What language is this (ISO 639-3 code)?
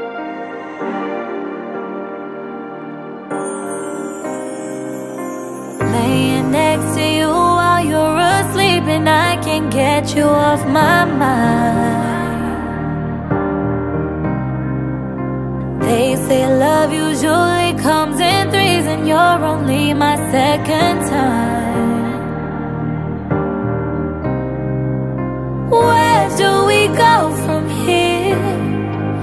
eng